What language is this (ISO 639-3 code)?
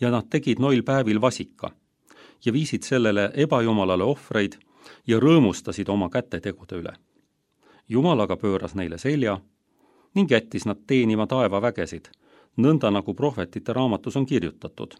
est